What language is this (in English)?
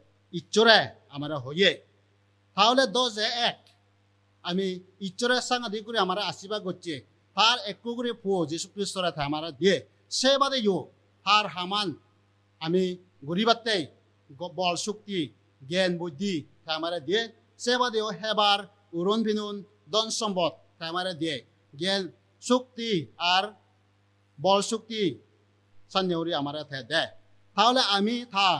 Chakma